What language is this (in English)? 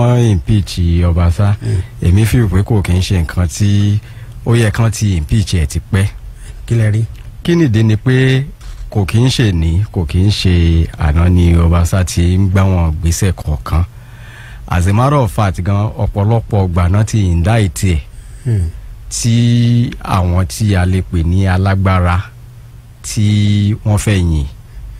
Yoruba